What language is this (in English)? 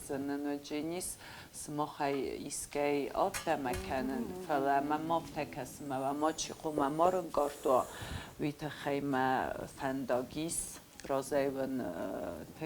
Ossetic